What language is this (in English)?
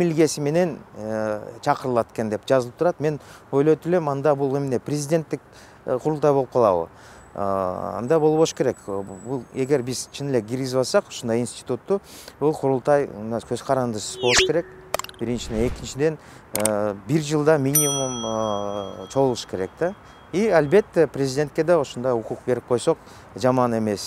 Kyrgyz